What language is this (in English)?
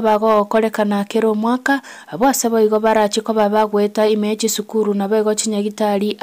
Gusii